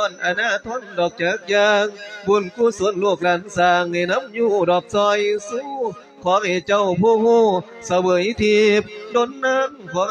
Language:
Lao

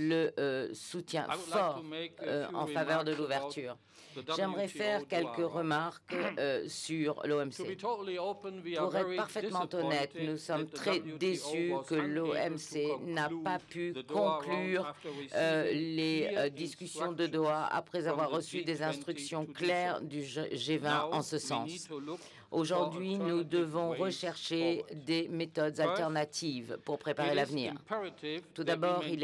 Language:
French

